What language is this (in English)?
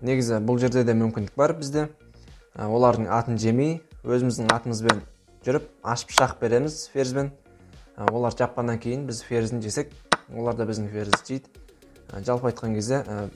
Kazakh